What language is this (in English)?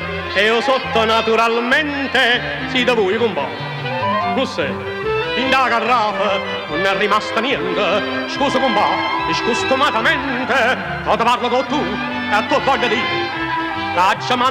Neapolitan